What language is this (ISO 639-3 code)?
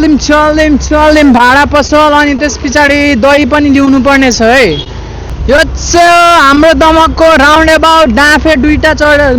nep